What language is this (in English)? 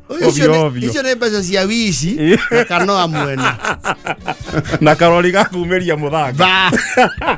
Kikuyu